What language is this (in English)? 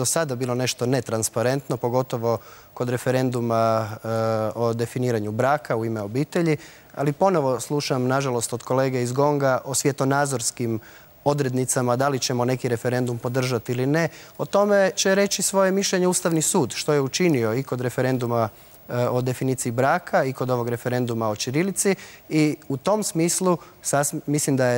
Croatian